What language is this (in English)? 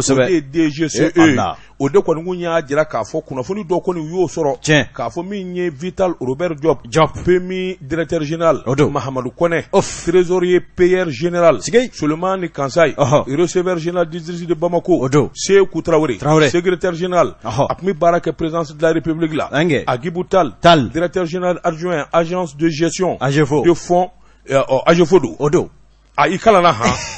Bambara